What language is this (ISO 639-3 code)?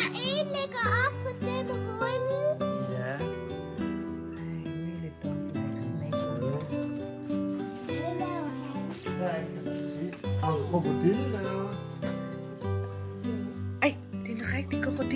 dan